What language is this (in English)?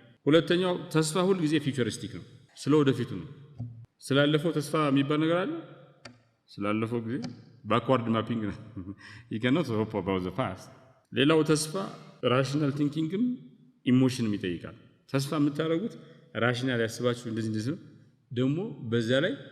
Amharic